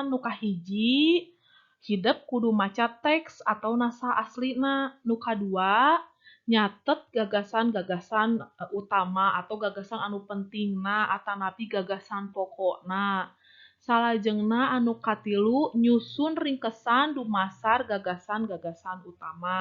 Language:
Sundanese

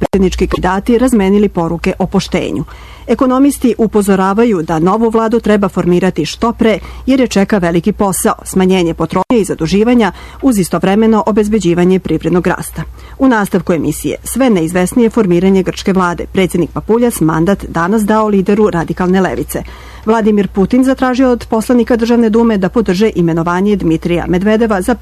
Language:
Serbian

